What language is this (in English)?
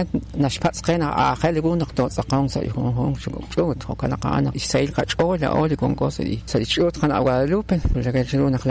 Kekchí